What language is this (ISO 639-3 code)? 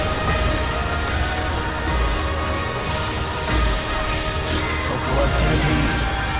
jpn